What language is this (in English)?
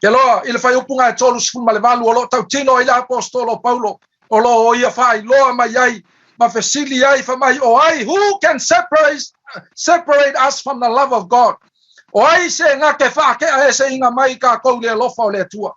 Samoan